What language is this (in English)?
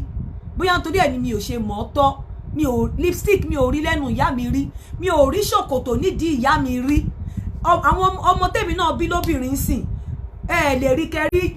Yoruba